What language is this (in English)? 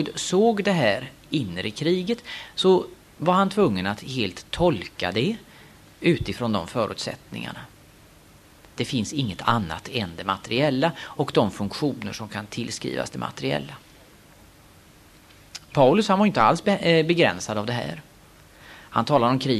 Swedish